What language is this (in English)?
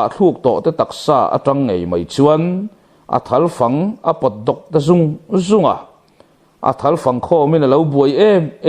Mizo